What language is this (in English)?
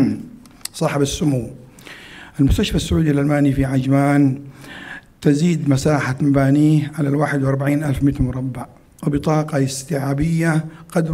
Arabic